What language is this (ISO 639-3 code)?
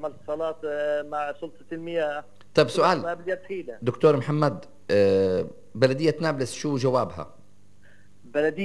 apc